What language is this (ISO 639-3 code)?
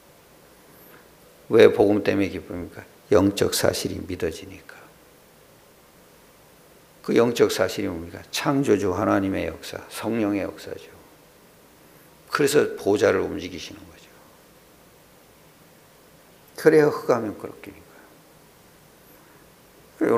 kor